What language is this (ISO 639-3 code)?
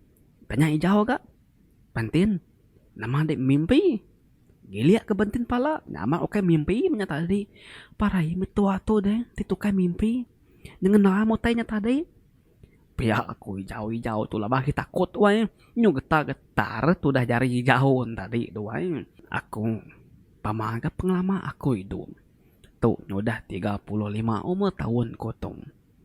iba